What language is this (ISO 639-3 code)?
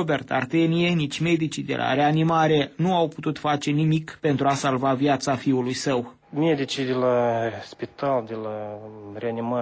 ron